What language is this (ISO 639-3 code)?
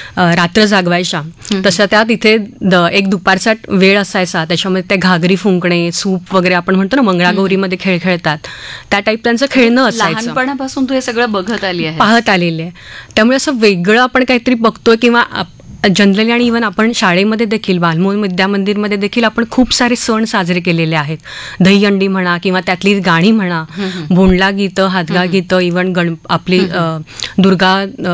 mar